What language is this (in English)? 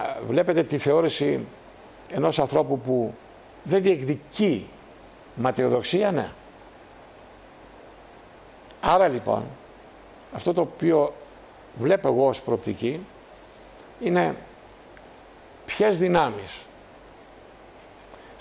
Greek